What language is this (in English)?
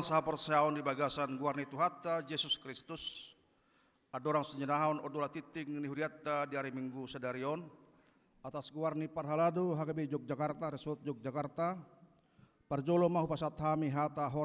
Batak Toba